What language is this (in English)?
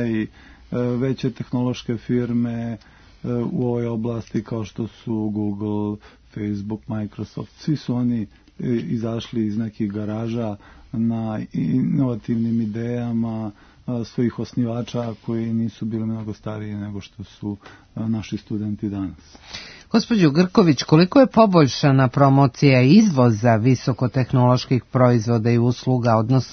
Serbian